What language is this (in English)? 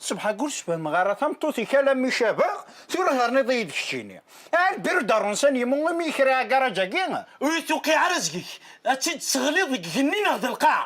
Kabyle